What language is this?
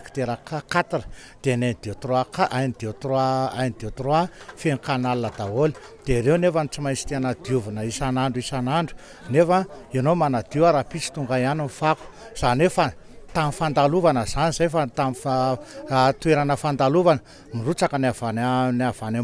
Malagasy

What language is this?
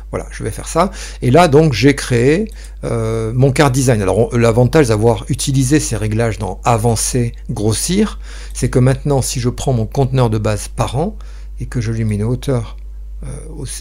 French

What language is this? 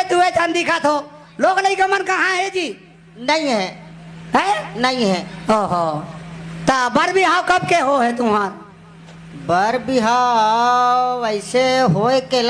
Chhattisgarhi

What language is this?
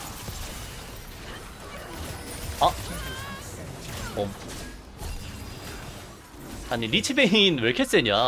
Korean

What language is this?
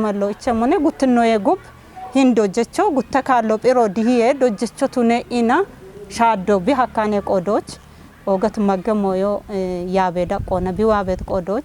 Kafa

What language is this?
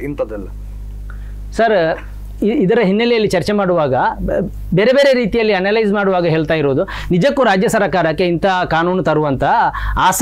Kannada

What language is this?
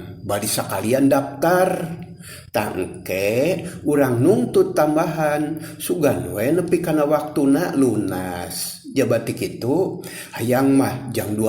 Sundanese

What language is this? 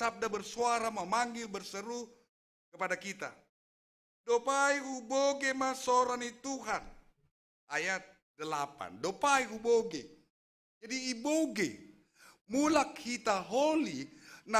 Batak Simalungun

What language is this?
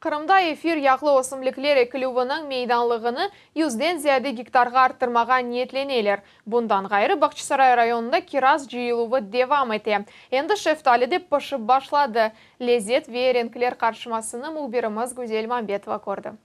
Crimean Tatar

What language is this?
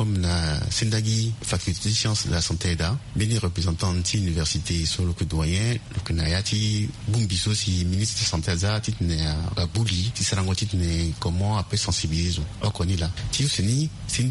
Sango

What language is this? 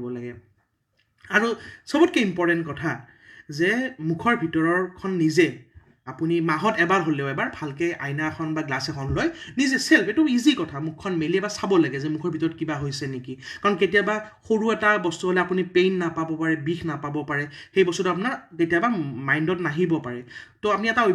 Assamese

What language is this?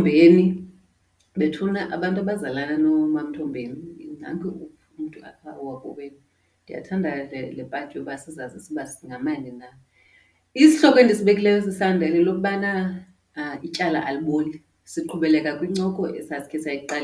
Xhosa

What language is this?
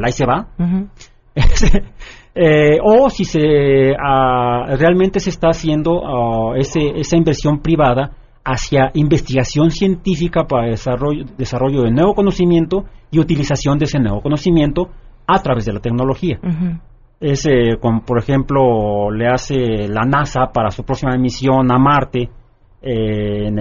Spanish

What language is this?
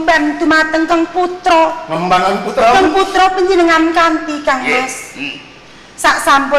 Javanese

